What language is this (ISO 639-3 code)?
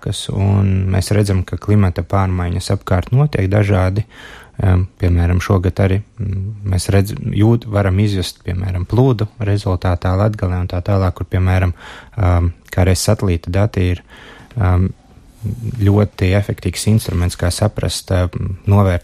lav